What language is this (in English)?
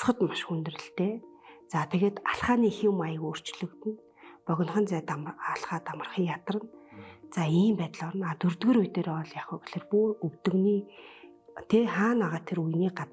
Mongolian